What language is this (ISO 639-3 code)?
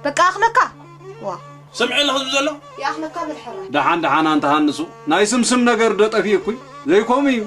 tir